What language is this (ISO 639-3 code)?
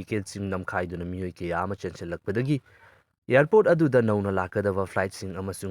mni